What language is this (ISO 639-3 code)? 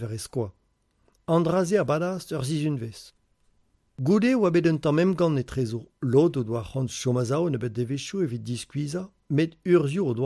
bre